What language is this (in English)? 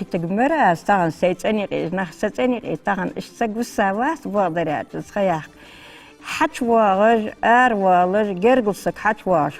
Ingush